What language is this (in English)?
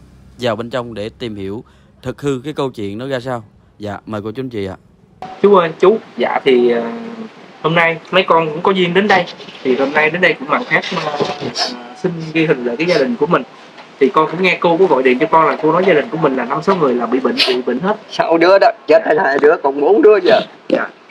Vietnamese